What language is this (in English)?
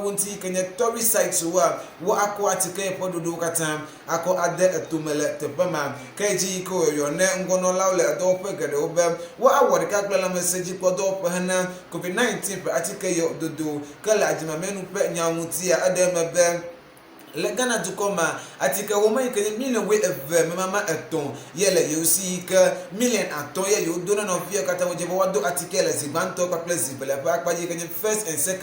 Ewe